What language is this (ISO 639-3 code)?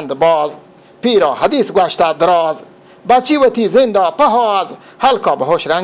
bgp